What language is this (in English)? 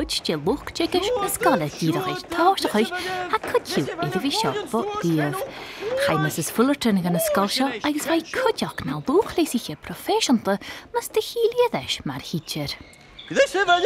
Scottish Gaelic